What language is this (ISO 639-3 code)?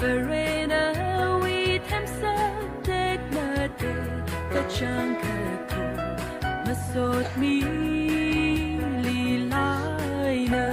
nmf